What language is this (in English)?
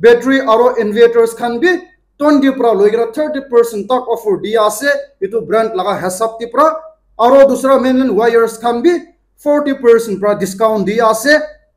Naga Pidgin